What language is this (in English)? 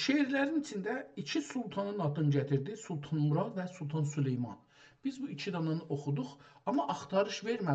South Azerbaijani